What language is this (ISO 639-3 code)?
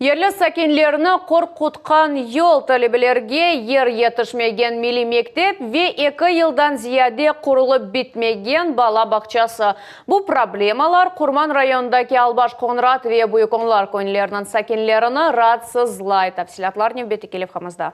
crh